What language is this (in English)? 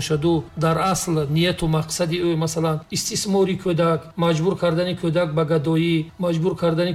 Tajik